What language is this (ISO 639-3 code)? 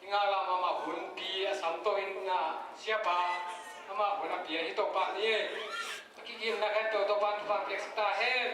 ctd